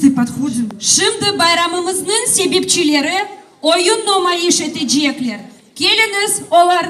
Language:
Crimean Tatar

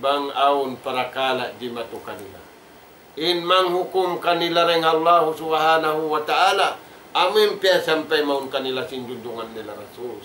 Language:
Tausug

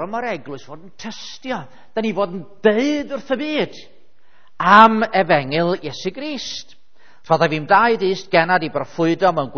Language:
Welsh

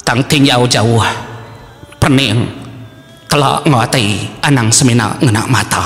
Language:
Iban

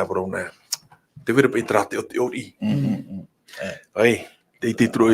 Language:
Tahitian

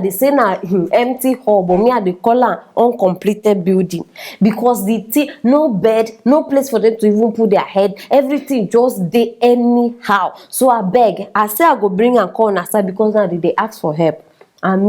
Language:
Nigerian Pidgin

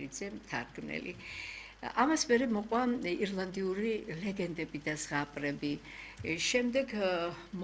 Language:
Georgian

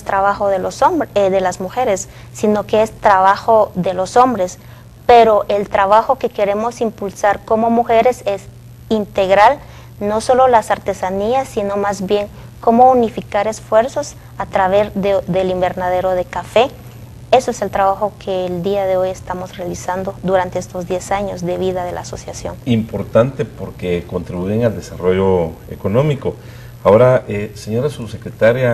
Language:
Spanish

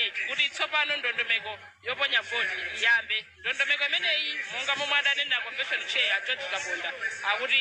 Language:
Nyanja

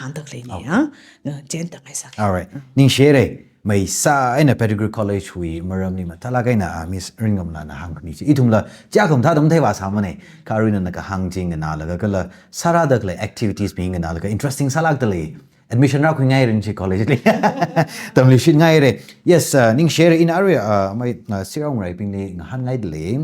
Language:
Tangkhul Naga (India)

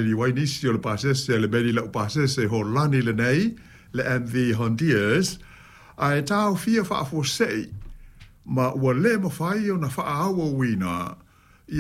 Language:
Samoan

